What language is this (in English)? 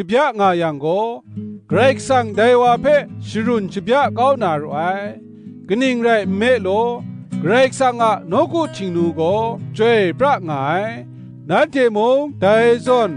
Kachin